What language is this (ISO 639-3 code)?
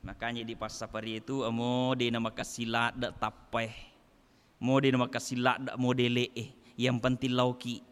bug